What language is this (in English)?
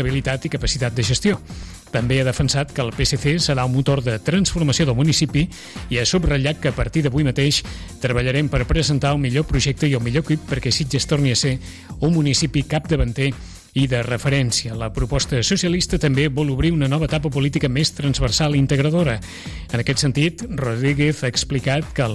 Catalan